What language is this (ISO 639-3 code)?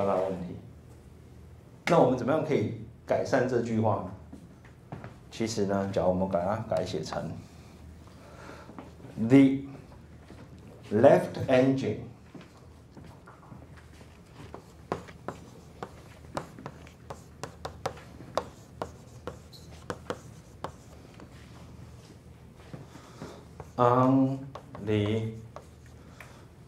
zho